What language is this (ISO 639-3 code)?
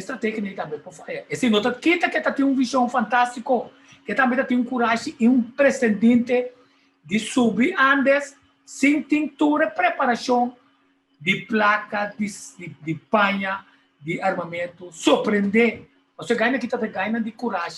pap